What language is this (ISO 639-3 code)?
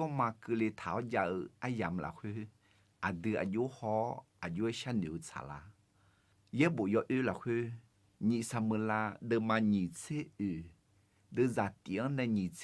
ahk